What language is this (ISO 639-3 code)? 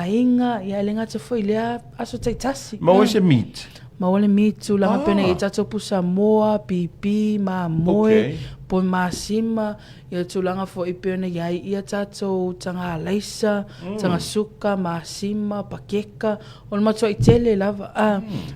smo